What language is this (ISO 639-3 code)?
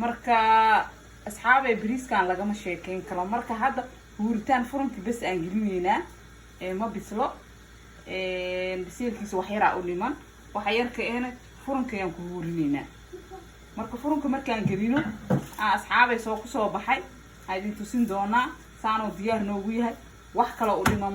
som